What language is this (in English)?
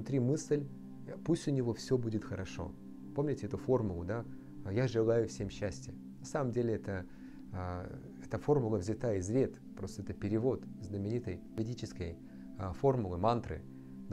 Russian